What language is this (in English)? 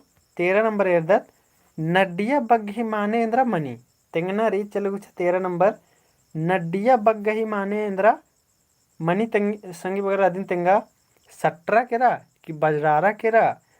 Kurukh